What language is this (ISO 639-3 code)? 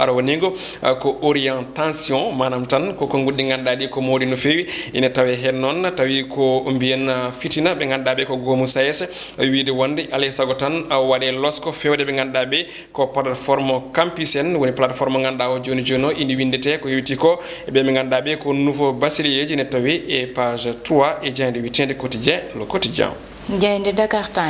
ful